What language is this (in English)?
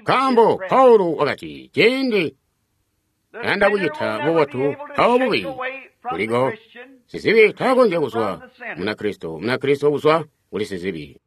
Tonga (Zambia)